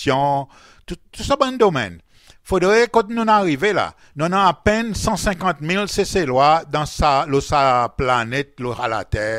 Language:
Seselwa Creole French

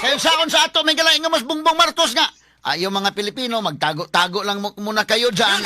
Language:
Cebuano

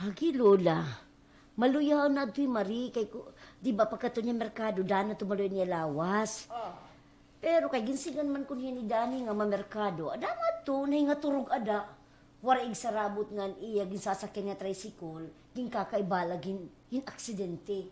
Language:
Waray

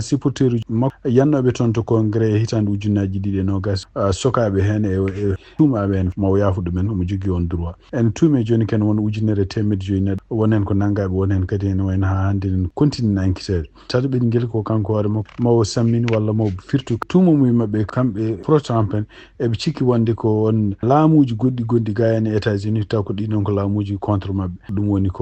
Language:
Fula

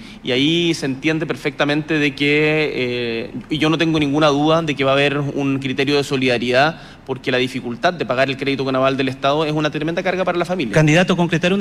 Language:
Spanish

